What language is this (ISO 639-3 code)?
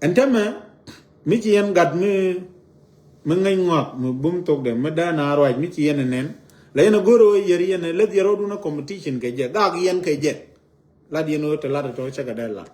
nus